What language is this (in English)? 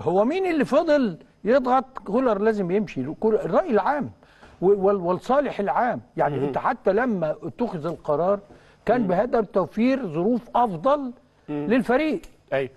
Egyptian Arabic